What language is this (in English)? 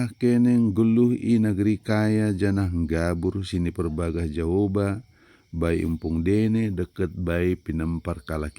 Batak Dairi